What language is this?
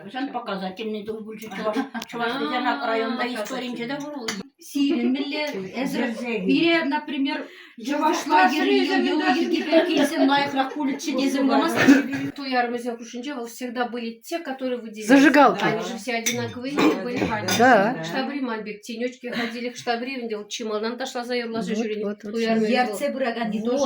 Chuvash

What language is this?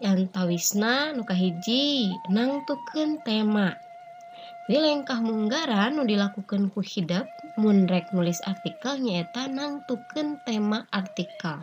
Sundanese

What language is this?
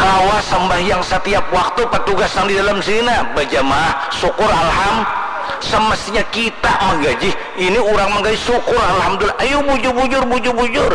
Banjar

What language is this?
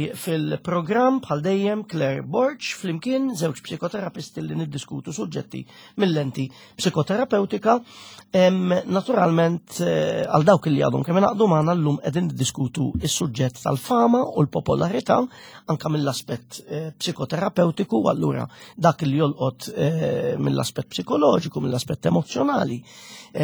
Maltese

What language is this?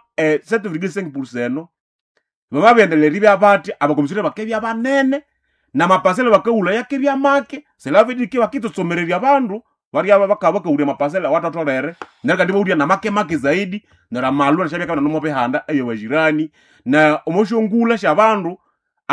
Nande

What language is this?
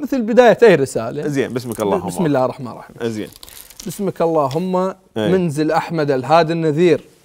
Mesopotamian Arabic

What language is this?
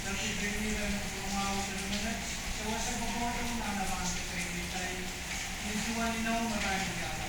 Pohnpeian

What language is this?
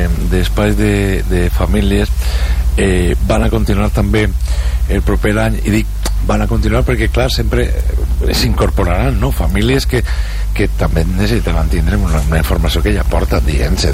Catalan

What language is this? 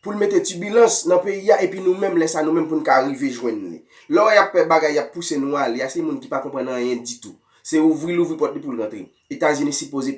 Haitian Creole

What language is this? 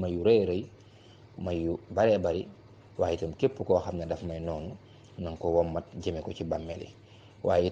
Wolof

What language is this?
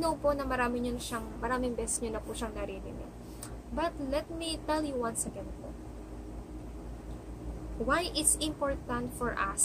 Filipino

